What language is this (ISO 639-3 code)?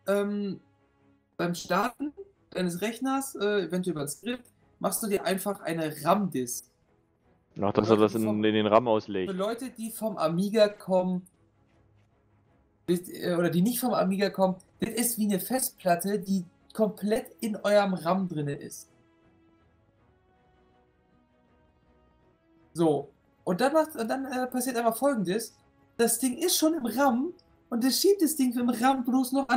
deu